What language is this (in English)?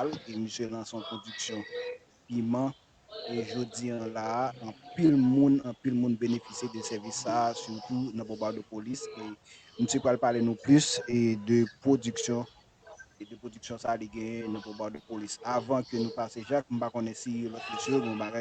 Haitian Creole